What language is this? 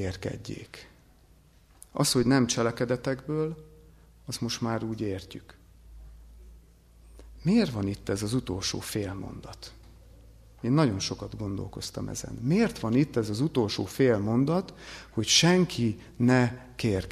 Hungarian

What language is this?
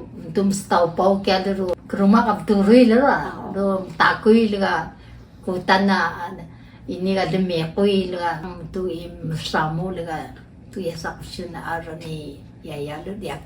Atayal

